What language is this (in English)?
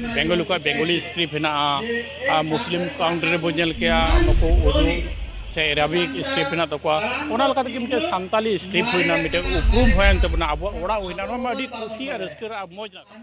Santali